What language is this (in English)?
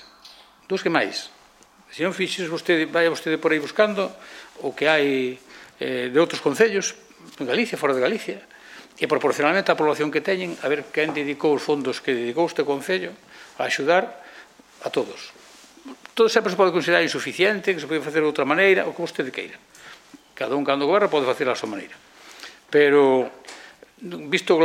Galician